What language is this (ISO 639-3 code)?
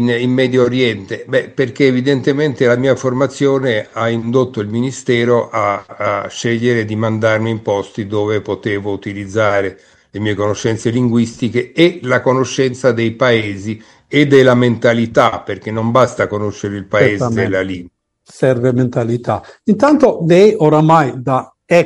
ita